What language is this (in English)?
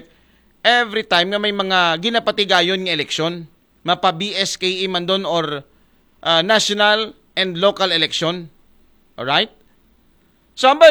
Aklanon